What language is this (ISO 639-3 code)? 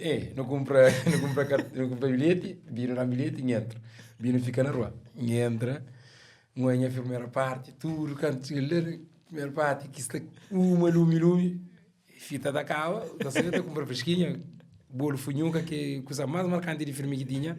kea